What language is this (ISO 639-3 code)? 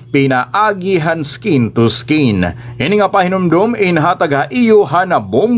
war